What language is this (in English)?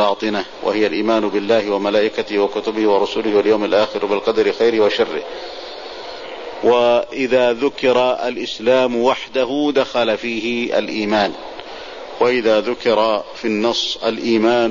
Arabic